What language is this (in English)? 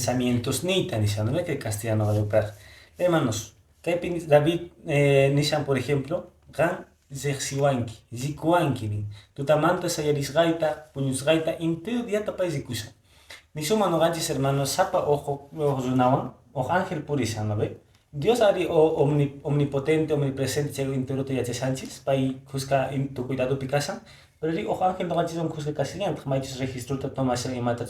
Quechua